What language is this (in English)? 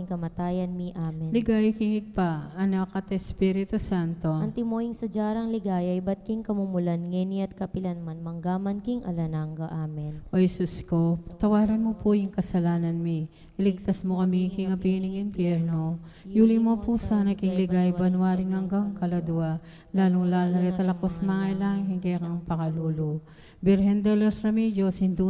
Pampanga